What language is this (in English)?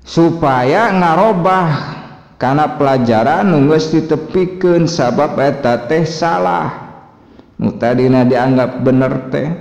Sundanese